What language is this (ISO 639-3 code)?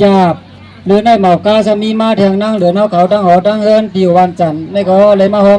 shn